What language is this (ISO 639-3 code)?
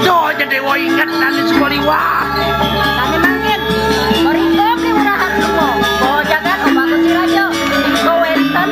ban